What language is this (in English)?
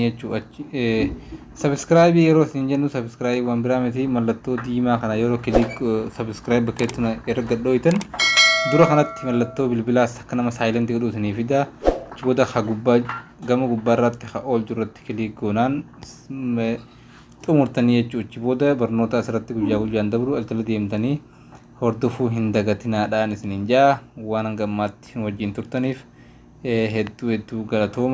Oromo